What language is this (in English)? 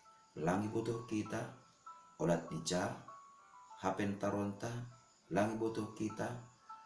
Batak Simalungun